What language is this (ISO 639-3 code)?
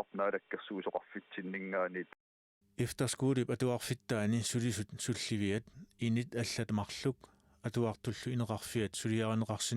kal